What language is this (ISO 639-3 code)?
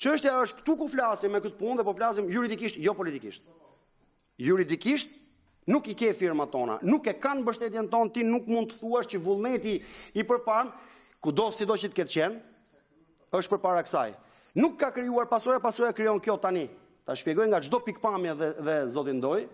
sqi